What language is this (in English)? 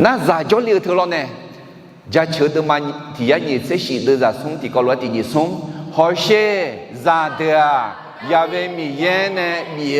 Akha